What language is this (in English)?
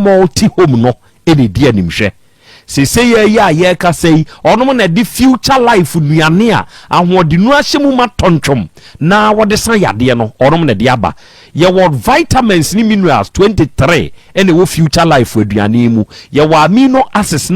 Akan